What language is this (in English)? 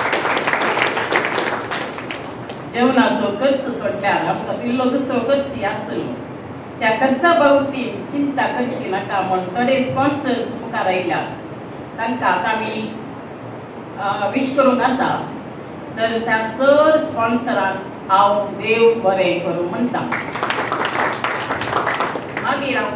Konkani